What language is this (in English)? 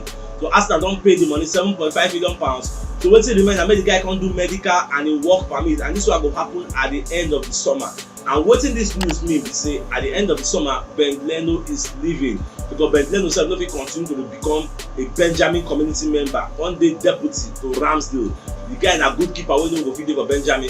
Nigerian Pidgin